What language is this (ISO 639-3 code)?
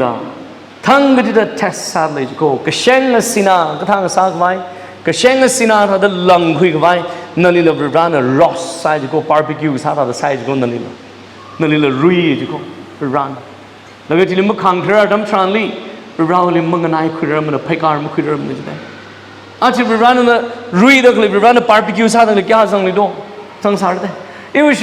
nmf